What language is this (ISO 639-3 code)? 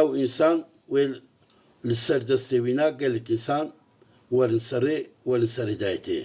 kur